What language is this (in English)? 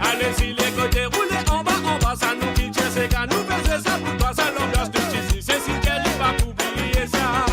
Morisyen